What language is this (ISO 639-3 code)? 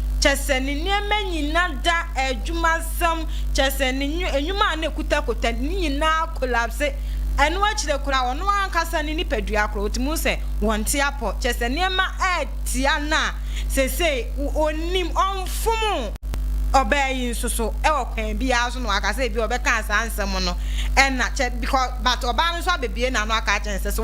aka